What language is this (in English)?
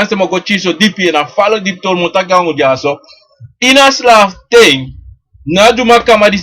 Sranan Tongo